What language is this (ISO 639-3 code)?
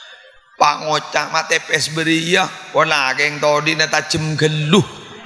mad